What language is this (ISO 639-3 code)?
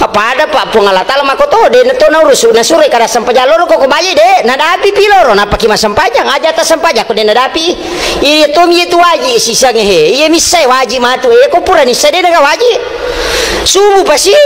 bug